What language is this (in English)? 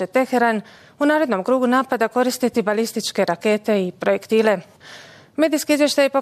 Bosnian